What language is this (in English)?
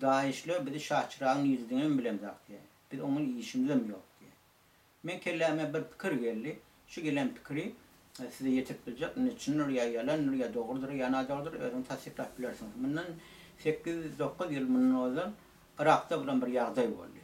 Turkmen